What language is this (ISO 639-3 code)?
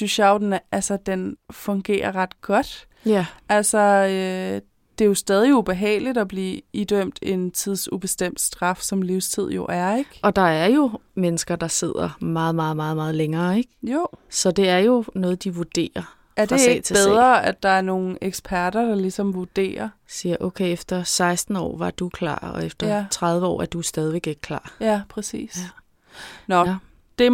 dan